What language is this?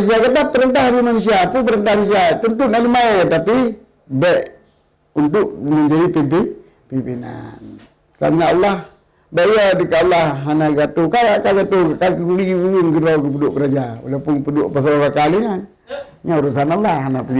Achinese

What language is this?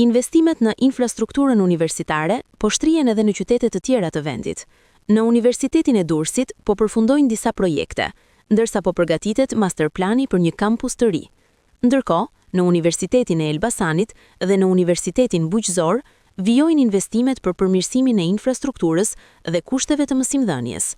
Albanian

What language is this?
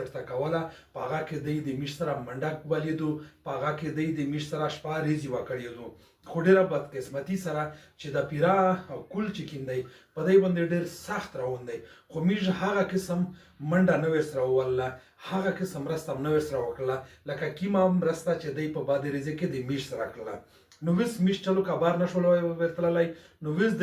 Pashto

